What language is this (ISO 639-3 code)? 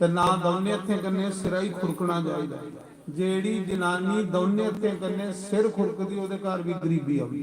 doi